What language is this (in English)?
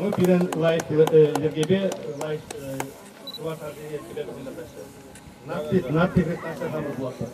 Chuvash